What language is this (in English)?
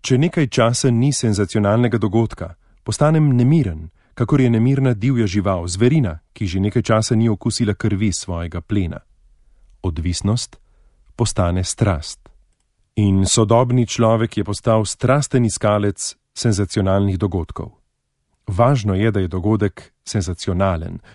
Slovenian